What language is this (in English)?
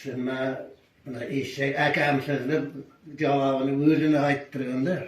Uzbek